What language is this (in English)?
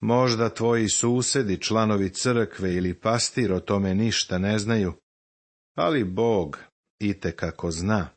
Serbian